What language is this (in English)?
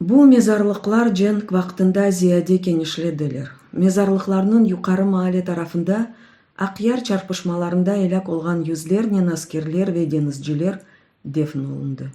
Crimean Tatar